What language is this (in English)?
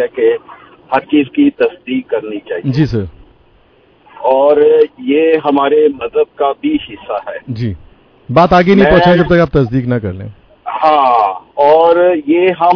Urdu